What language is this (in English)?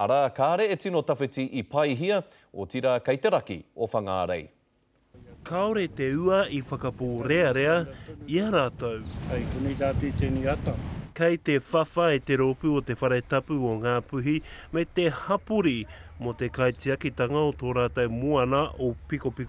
Māori